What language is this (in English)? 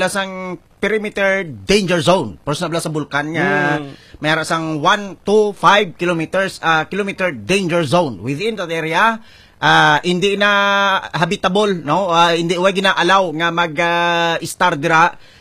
Hiligaynon